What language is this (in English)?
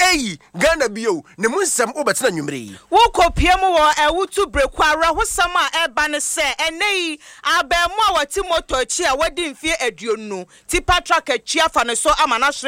Akan